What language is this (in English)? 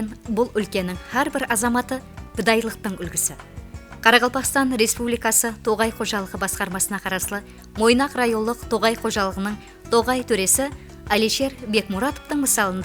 Kara-Kalpak